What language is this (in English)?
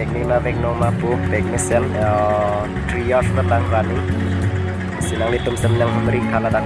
Karbi